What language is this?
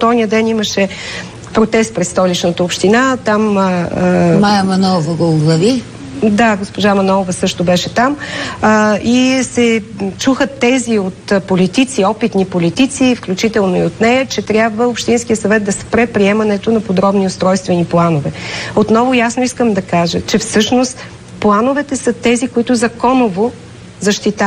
Bulgarian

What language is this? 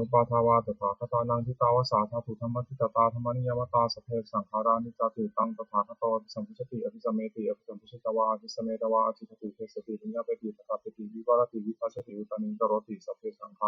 Pali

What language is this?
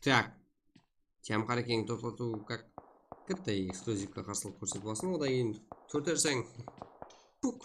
Kara-Kalpak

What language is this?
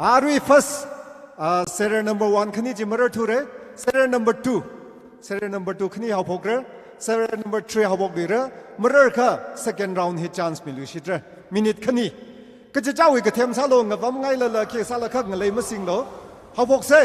Tangkhul Naga (India)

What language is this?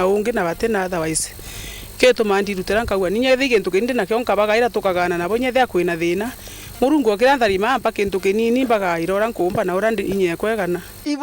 Meru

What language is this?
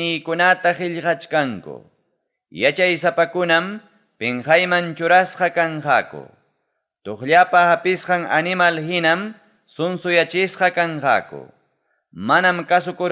Ayacucho Quechua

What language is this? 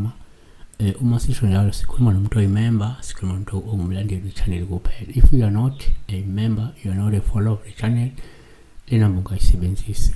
Zulu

